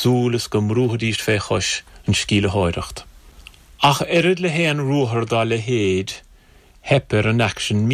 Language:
Irish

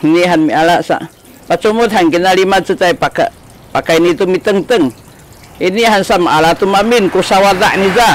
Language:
Sakizaya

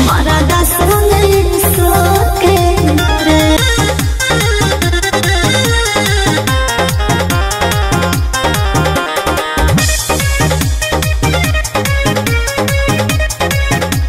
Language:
Bhojpuri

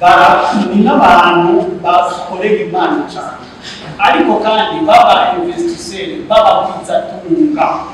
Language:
Rundi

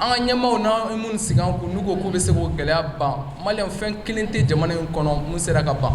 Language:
Bambara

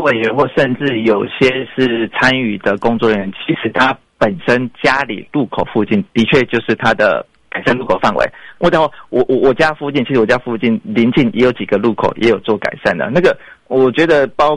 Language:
Chinese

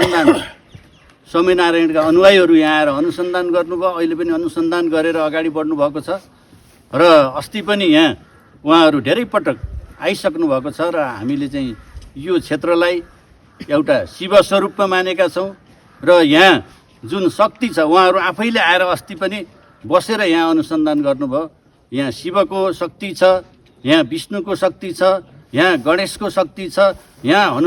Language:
Nepali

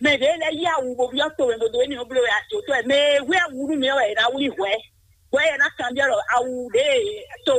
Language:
Fon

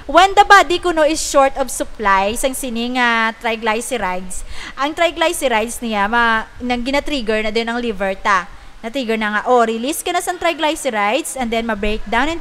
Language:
Hiligaynon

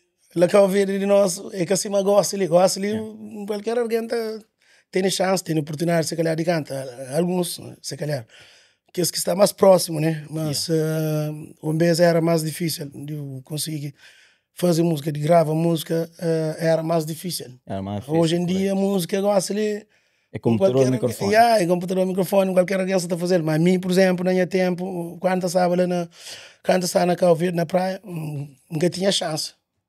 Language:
Kabuverdianu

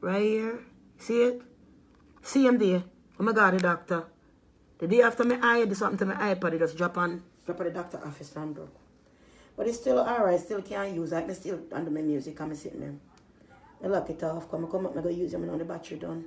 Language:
Jamaican Creole English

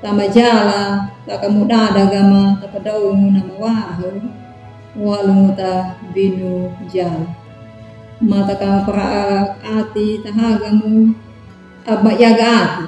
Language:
Anakalangu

